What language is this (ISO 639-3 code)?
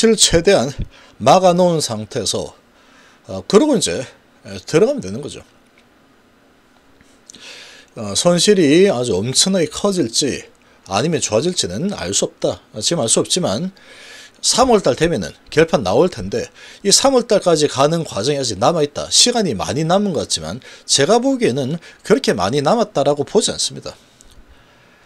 kor